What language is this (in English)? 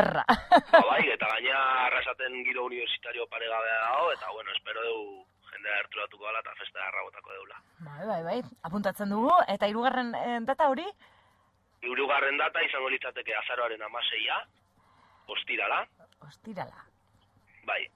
Basque